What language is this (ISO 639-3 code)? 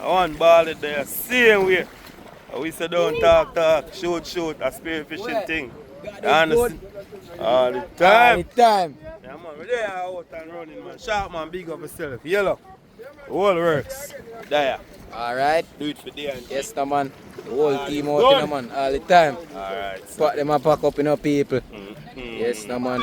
jam